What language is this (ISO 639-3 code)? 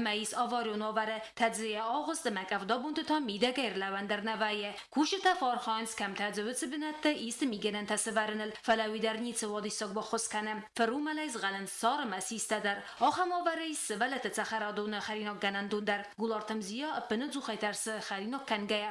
oss